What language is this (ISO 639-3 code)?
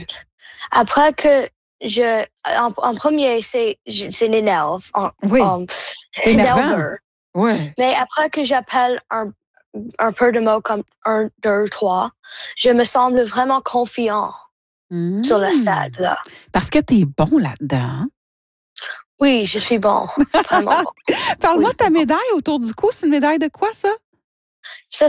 fra